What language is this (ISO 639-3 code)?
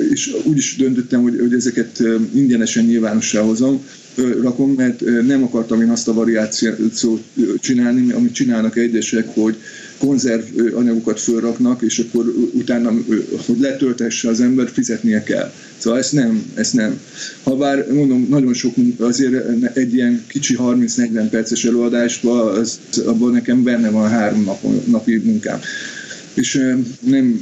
hun